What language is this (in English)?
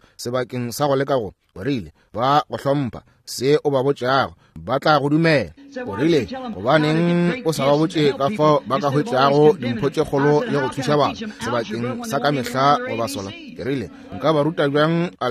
Northern Sotho